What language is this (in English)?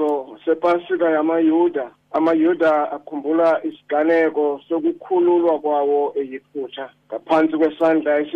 Xhosa